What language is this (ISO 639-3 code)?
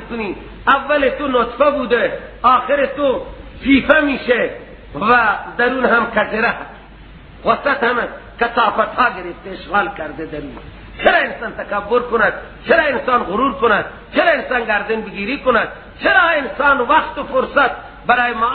fas